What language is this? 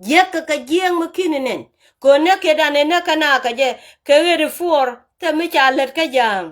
Nuer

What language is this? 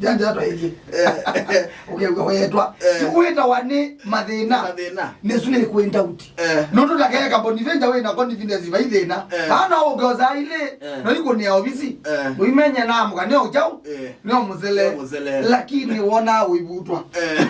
Kamba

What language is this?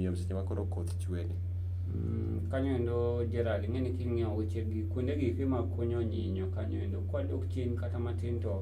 Luo (Kenya and Tanzania)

